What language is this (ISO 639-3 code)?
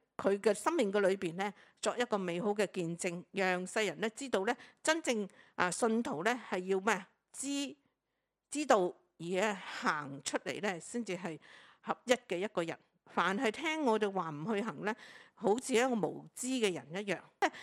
yue